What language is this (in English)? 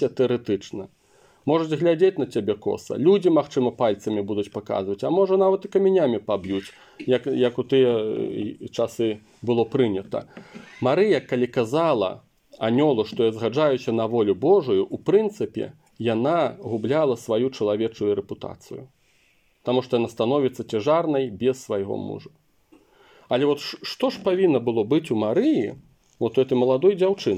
Belarusian